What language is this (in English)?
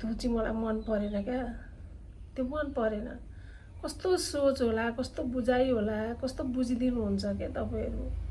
Nepali